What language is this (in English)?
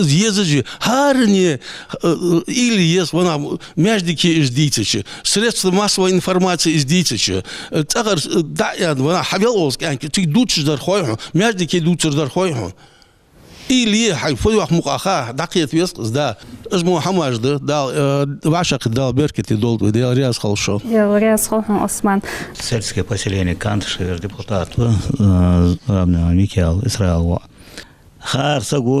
Ingush